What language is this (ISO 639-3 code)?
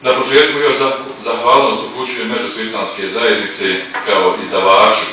bos